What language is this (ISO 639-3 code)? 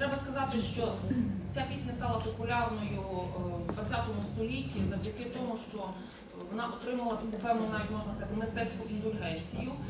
ukr